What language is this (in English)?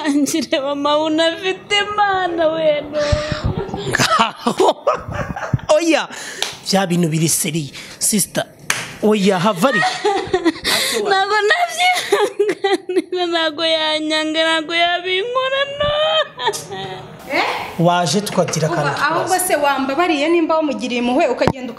Kinyarwanda